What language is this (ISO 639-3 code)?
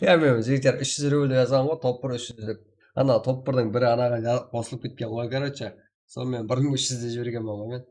kaa